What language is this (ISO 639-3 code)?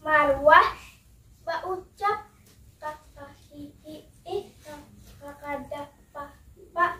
bjn